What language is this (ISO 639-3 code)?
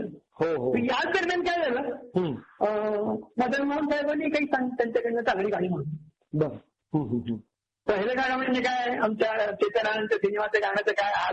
mar